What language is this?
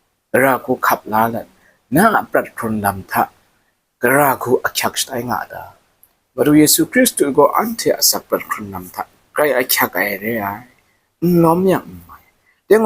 Kachin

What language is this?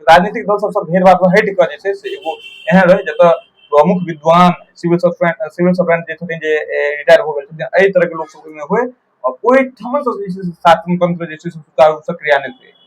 Maithili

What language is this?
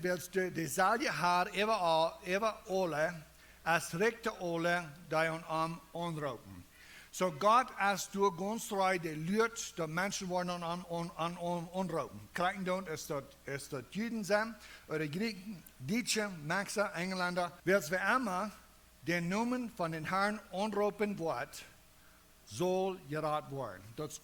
Plautdietsch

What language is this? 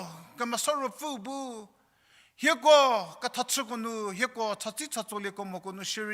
Angami Naga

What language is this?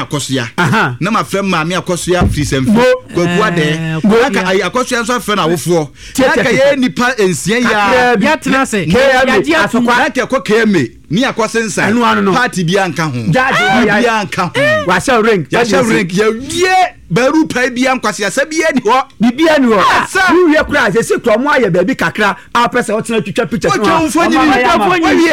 Akan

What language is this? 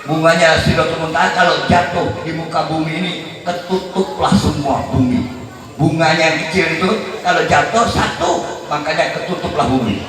Banjar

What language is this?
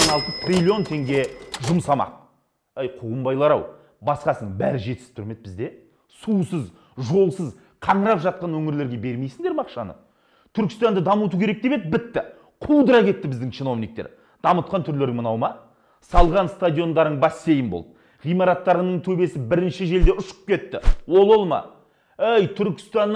Kazakh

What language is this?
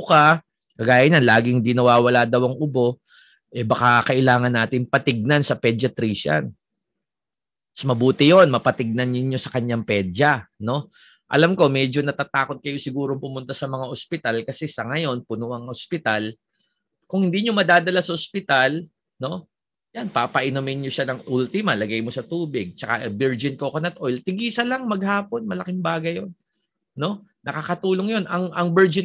Filipino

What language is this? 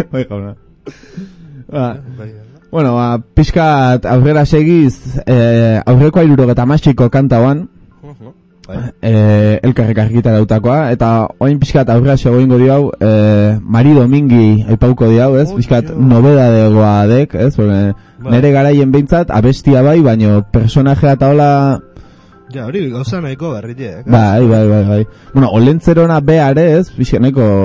Basque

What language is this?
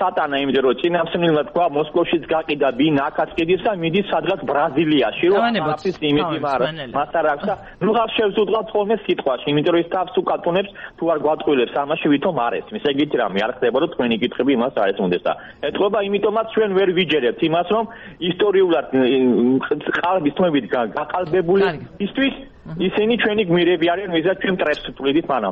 Georgian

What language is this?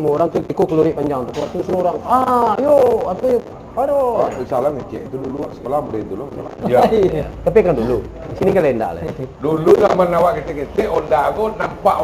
Minangkabau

